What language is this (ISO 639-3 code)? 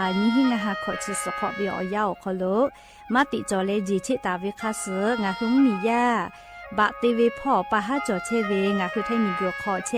lhu